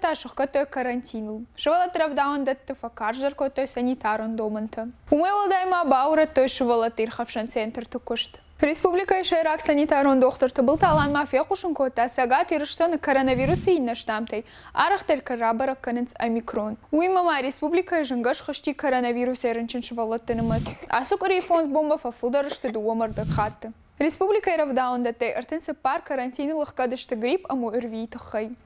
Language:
Ossetic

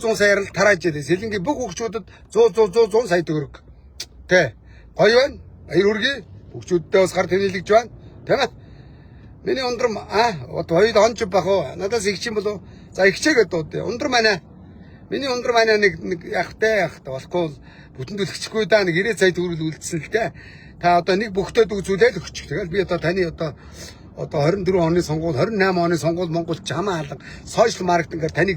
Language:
Mongolian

